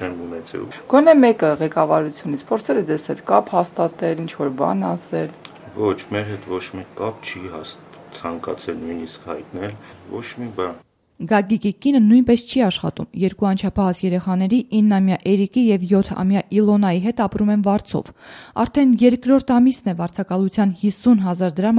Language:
Armenian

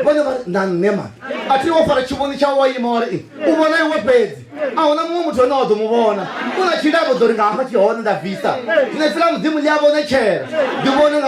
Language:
Venda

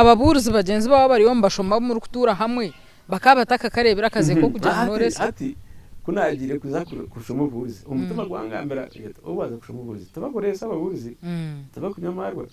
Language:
Nyankole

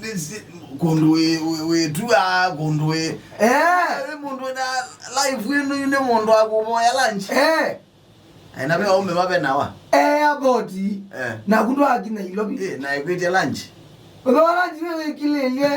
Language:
Kamba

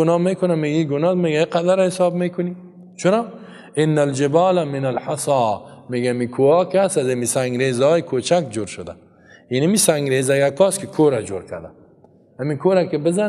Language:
Persian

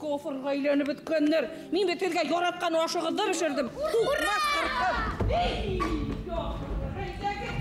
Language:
Bashkir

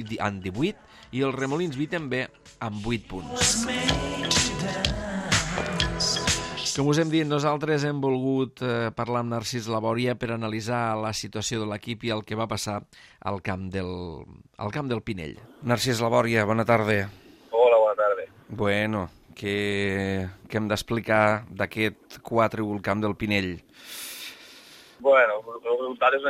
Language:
Catalan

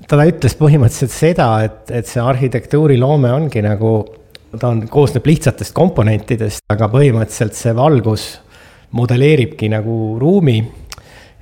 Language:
Estonian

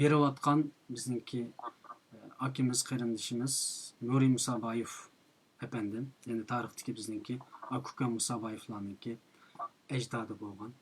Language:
Uyghur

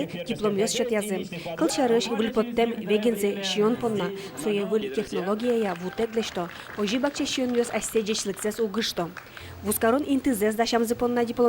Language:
Udmurt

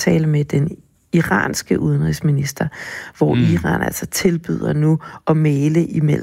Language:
Danish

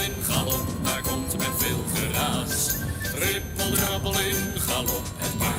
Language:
Dutch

